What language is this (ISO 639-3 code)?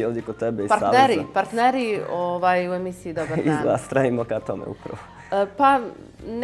bos